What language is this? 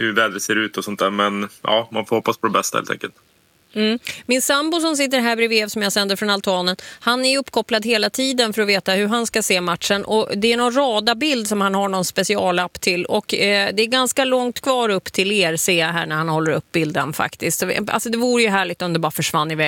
Swedish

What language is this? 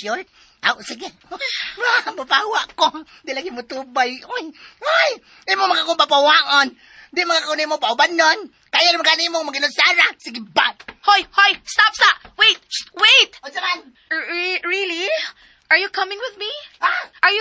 Cebuano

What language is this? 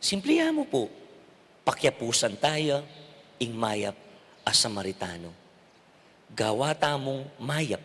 Pampanga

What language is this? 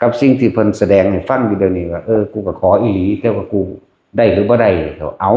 Lao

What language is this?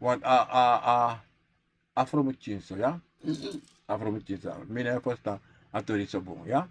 Sranan Tongo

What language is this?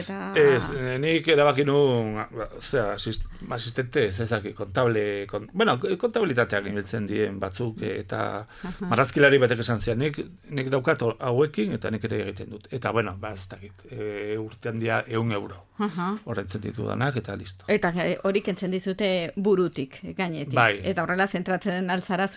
Basque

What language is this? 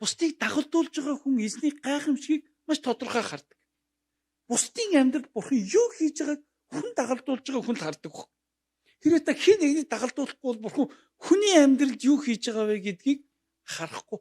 Mongolian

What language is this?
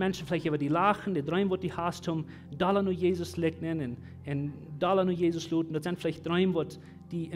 Plautdietsch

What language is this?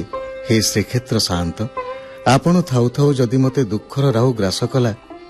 Odia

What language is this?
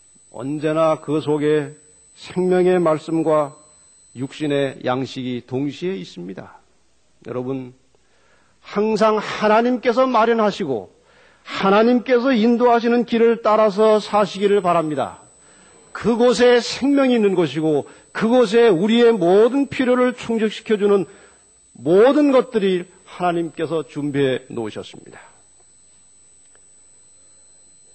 Korean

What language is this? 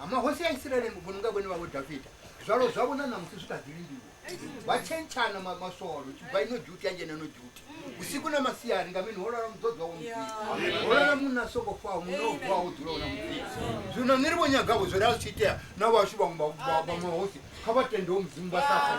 Venda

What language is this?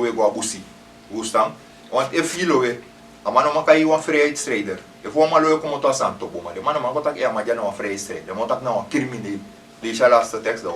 Sranan Tongo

